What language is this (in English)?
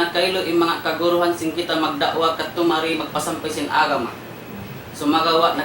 Tausug